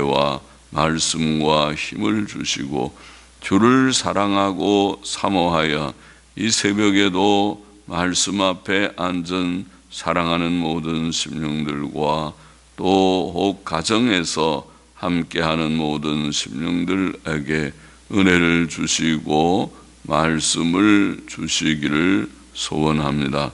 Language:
Korean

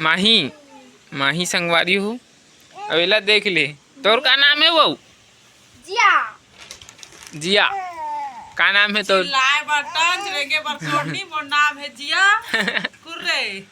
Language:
Chhattisgarhi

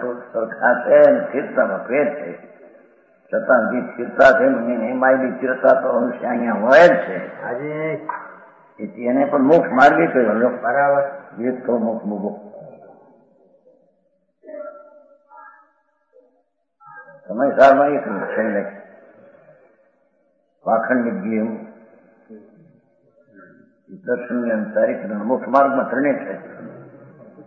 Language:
Gujarati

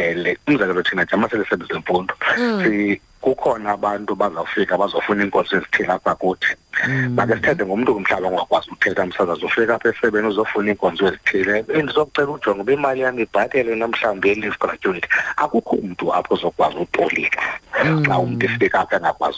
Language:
Xhosa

